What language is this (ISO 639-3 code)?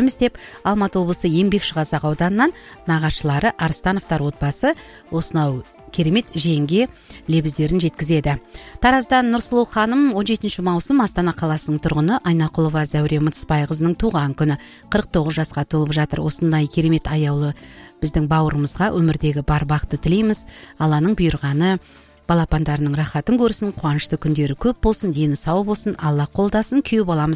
kaz